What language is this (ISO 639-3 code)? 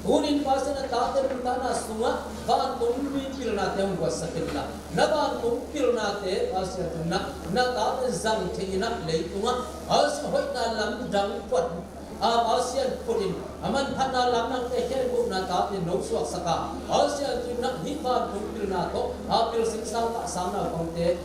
ctd